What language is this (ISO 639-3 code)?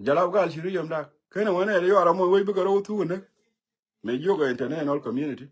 nus